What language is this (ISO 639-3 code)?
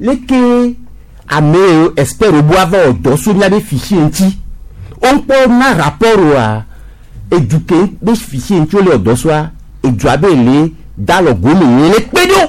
gej